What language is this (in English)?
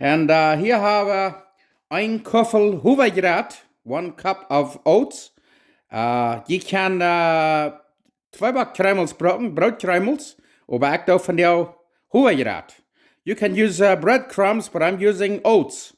Plautdietsch